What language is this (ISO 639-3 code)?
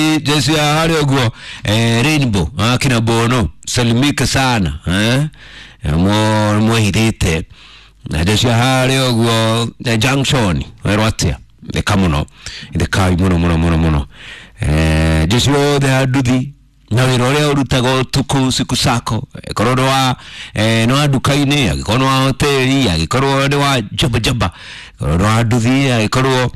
kik